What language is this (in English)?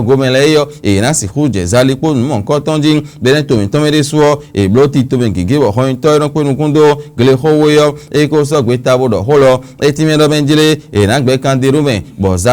Fon